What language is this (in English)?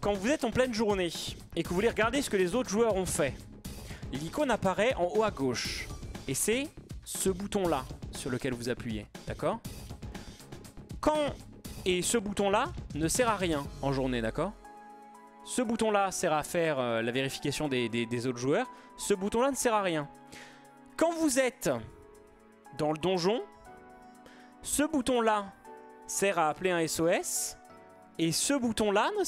French